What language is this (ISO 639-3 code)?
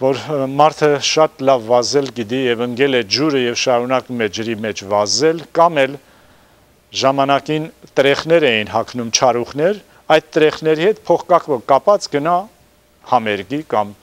hye